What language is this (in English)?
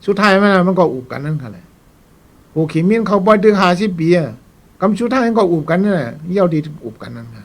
Shan